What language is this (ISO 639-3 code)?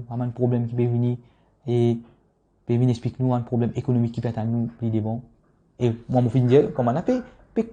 mfe